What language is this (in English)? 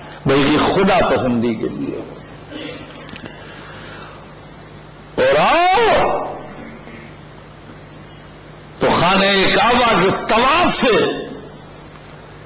Urdu